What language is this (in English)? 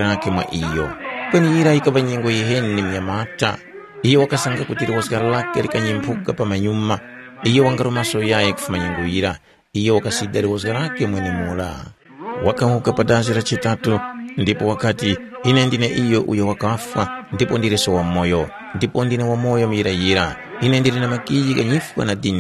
Tumbuka